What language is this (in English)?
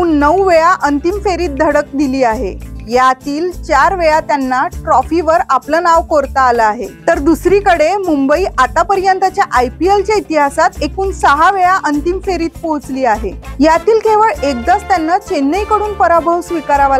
Marathi